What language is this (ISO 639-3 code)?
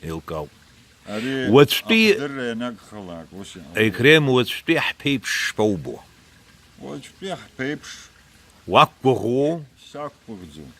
abk